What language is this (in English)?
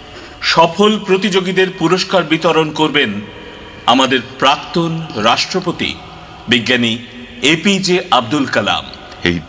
Bangla